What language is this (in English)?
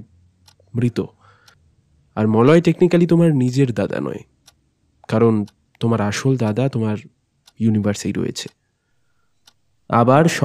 Bangla